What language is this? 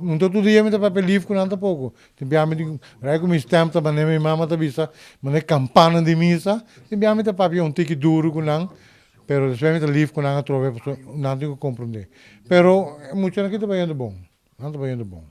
Papiamento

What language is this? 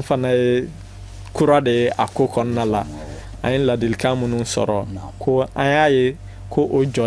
Bambara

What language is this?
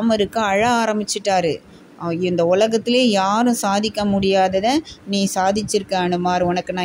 Tamil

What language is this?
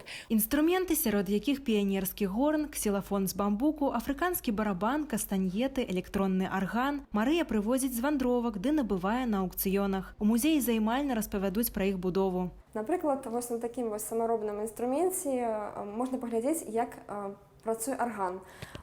Belarusian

